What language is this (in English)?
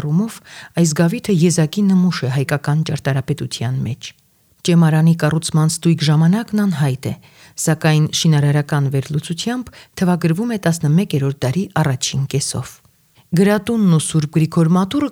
Armenian